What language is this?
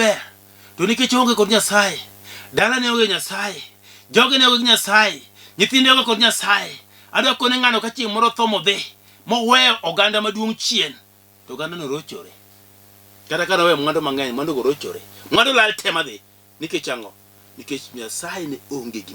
Luo (Kenya and Tanzania)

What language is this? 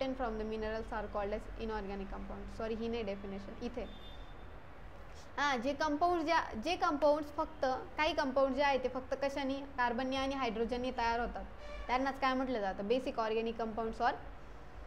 Marathi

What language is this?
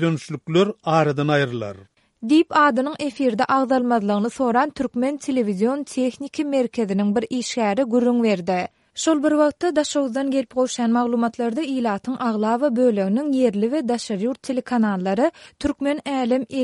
Turkmen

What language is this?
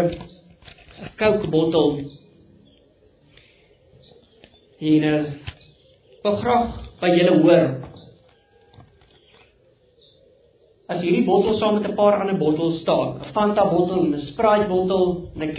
Afrikaans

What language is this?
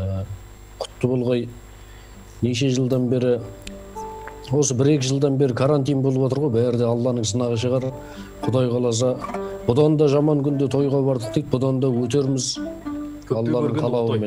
Kazakh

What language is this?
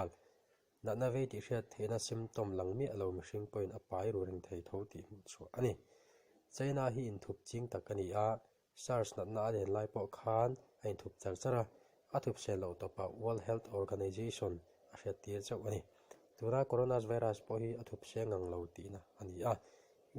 Mizo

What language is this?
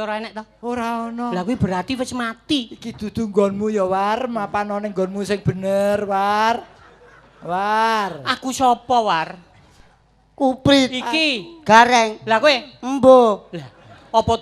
Javanese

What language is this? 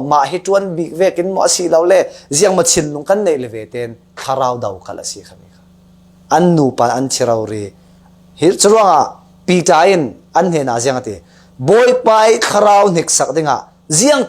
Falam Chin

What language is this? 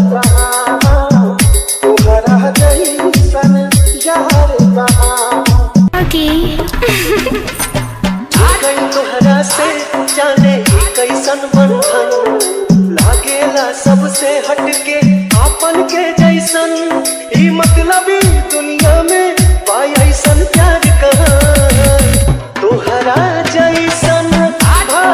Bhojpuri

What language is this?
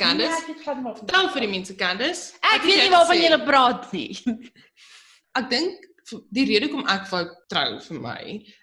Afrikaans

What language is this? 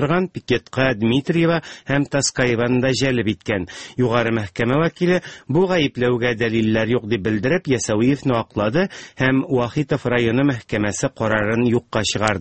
Tatar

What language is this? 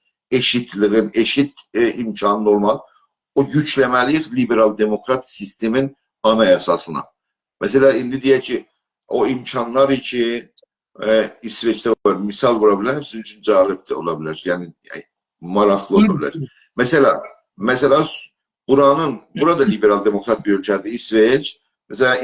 South Azerbaijani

